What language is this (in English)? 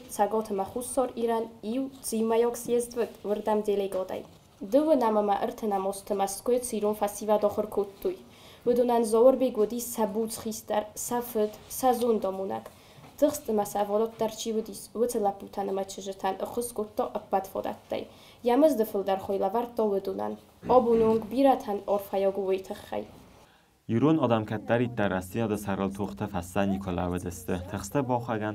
Ossetic